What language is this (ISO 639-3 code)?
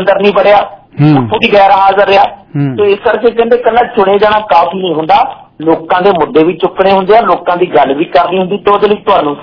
pan